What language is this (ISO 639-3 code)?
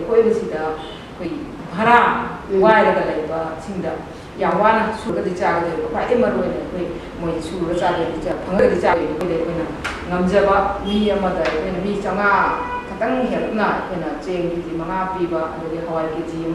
mni